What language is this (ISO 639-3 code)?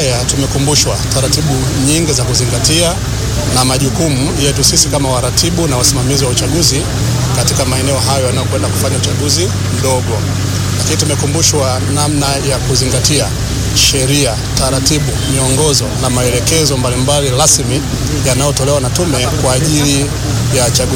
swa